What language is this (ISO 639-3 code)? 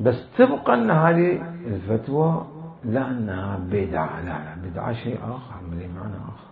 acm